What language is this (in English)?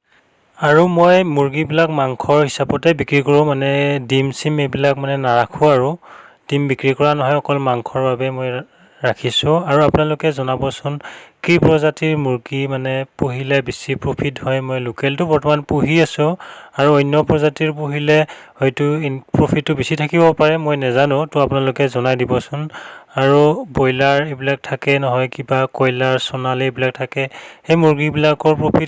Assamese